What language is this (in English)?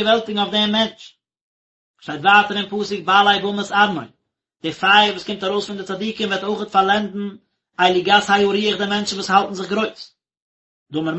Yiddish